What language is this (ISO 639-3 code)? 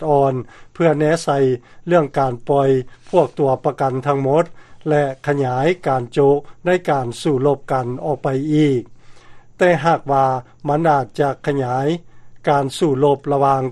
lao